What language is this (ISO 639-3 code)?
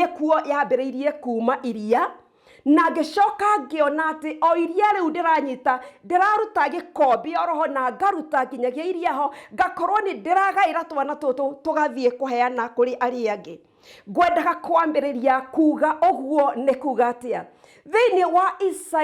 kik